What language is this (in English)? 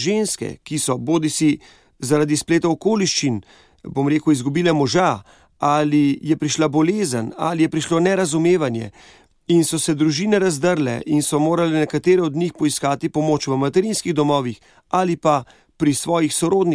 Slovenian